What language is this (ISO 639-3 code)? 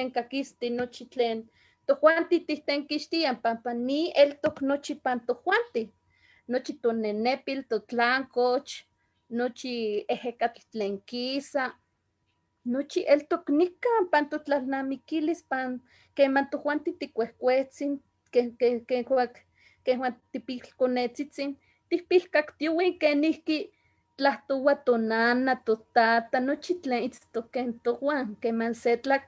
nhe